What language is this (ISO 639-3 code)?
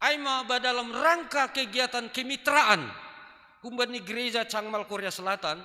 bts